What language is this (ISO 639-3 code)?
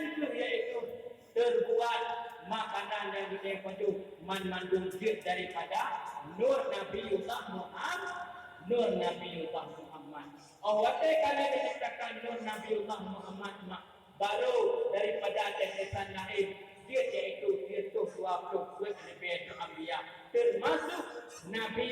ace